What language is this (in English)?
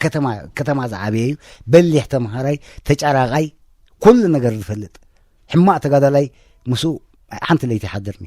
Tigrinya